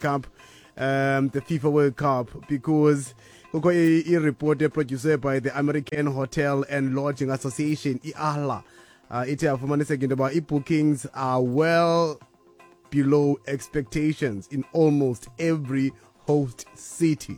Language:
Xhosa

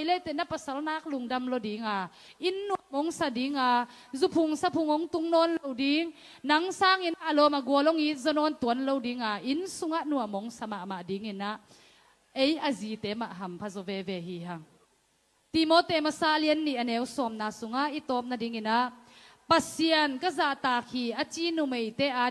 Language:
Tedim Chin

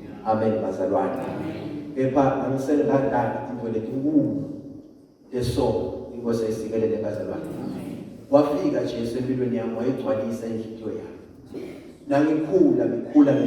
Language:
Zulu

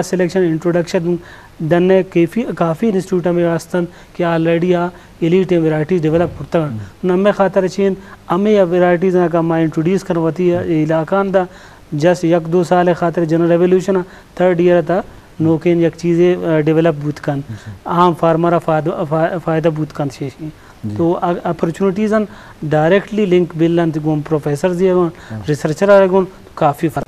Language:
Eastern Balochi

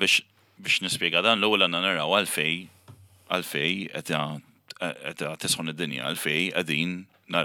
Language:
Maltese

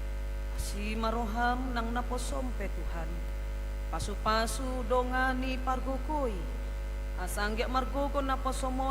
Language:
Batak Toba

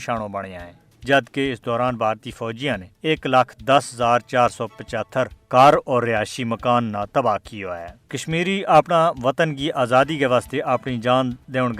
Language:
Gujari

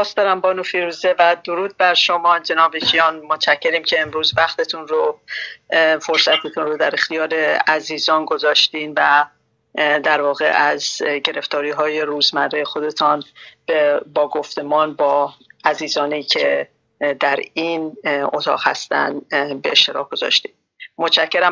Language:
Persian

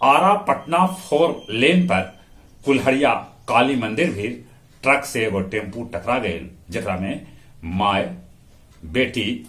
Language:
Magahi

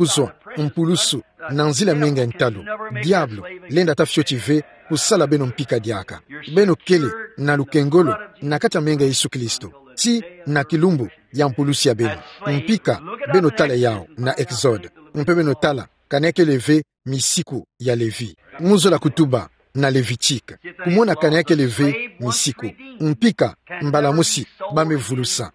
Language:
Kituba (Democratic Republic of Congo)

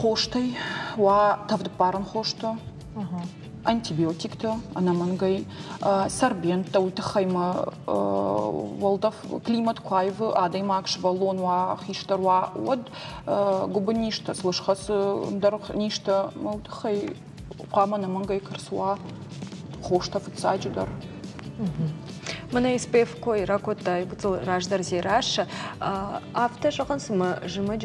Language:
Ossetic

